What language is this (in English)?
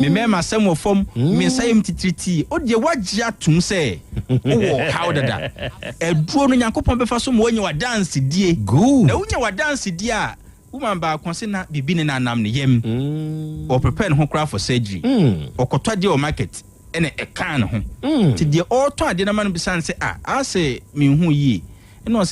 Akan